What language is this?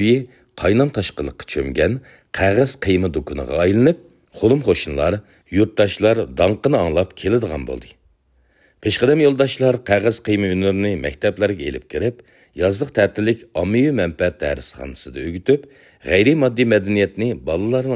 Uyghur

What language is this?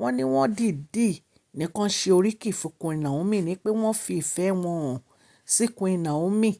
Yoruba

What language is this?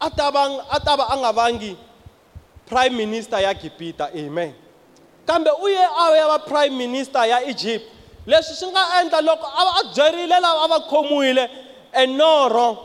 Tsonga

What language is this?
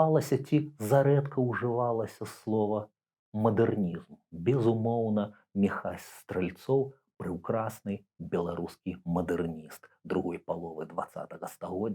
Belarusian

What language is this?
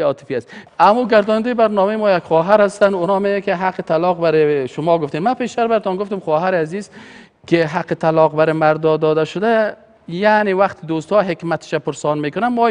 Persian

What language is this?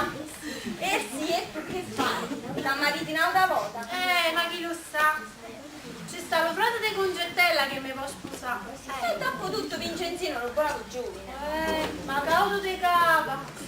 Neapolitan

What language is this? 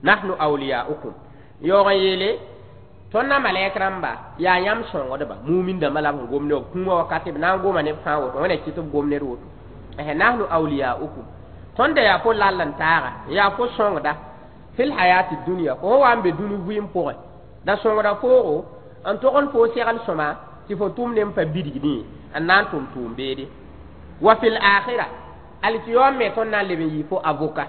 Mossi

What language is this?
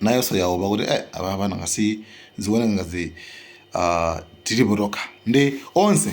Nyanja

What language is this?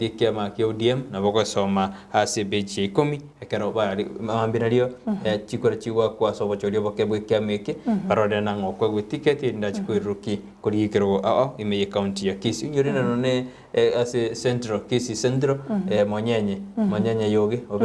Gusii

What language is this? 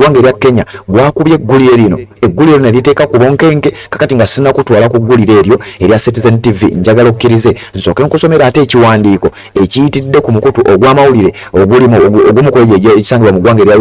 Ganda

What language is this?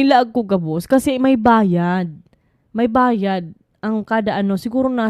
Bikol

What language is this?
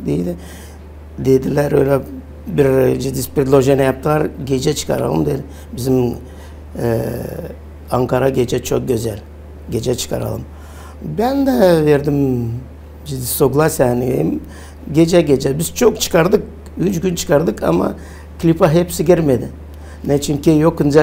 Gagauz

